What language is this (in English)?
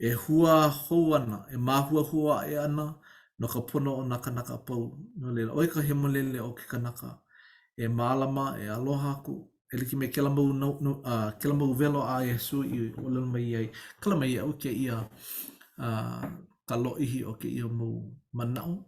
Hawaiian